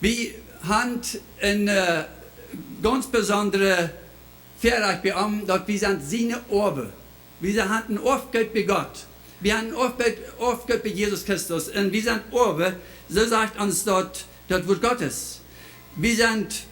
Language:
Plautdietsch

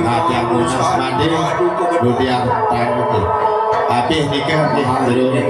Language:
Balinese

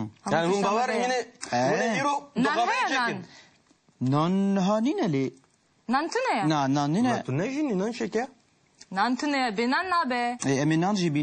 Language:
Kurdish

